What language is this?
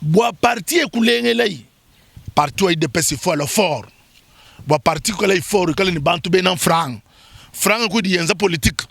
Luba-Lulua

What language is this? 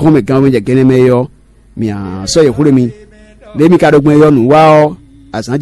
Fon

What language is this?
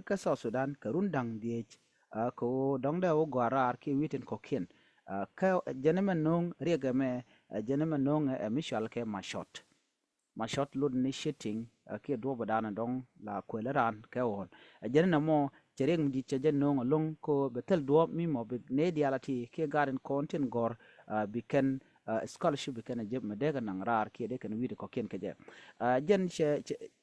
Nuer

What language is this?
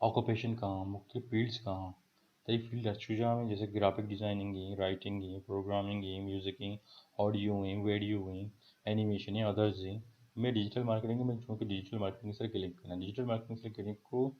Baluchi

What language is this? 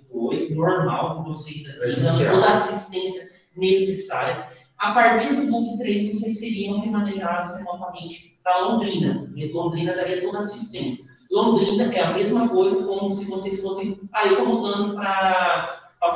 Portuguese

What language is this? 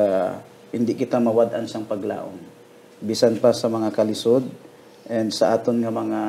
Hiligaynon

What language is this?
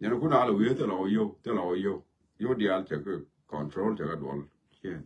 Nuer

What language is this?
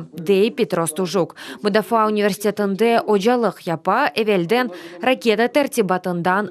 Crimean Tatar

